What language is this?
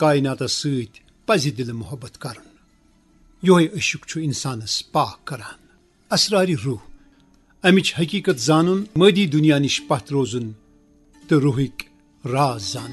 Kashmiri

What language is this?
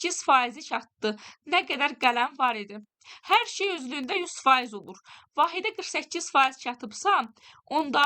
Azerbaijani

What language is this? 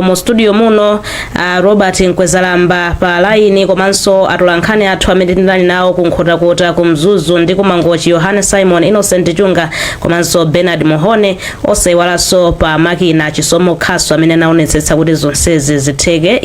Nyanja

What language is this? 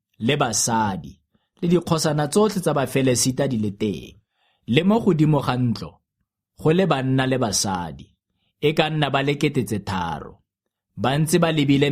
Tswana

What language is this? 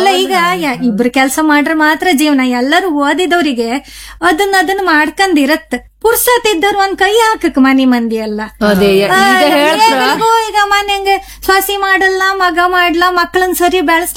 Kannada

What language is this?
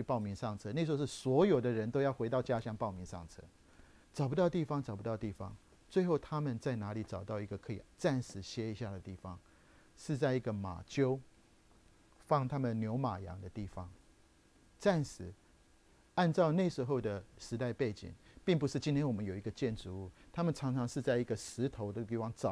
Chinese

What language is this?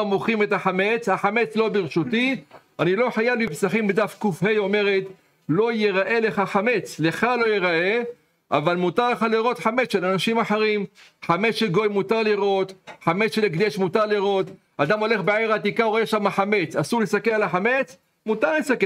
Hebrew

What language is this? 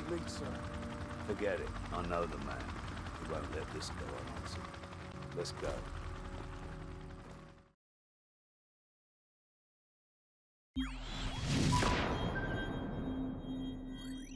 English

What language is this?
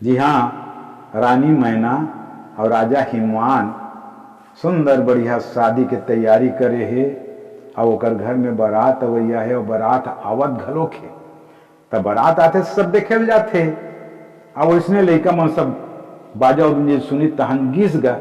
Chhattisgarhi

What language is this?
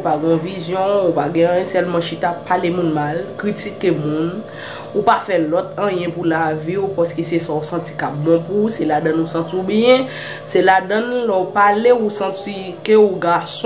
Haitian Creole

